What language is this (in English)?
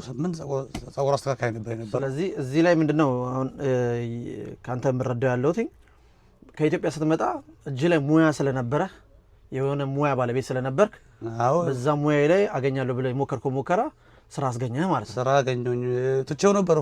Amharic